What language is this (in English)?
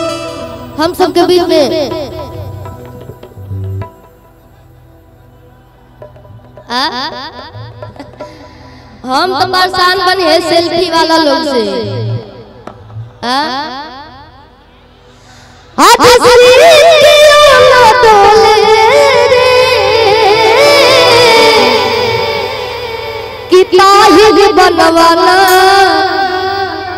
Bhojpuri